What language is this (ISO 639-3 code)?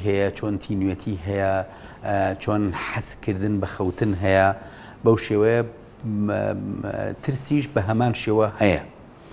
ckb